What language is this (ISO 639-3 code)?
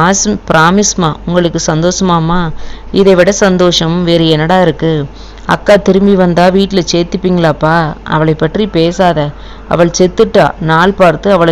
tam